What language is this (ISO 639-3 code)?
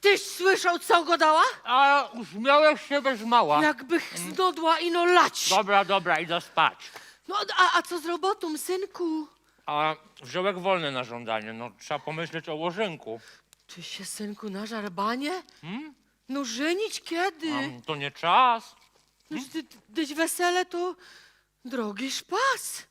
szl